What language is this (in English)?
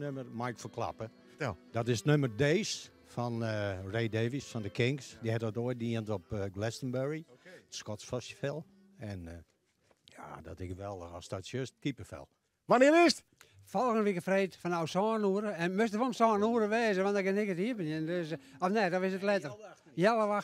Western Frisian